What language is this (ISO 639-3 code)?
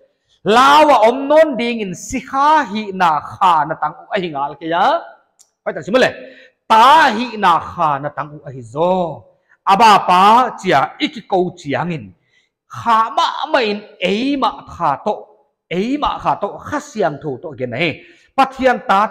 pck